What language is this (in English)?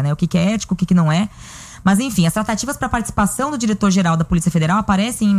Portuguese